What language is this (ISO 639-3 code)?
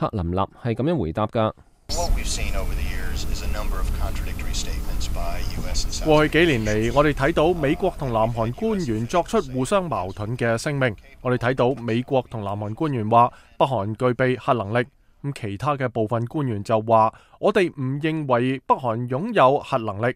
yue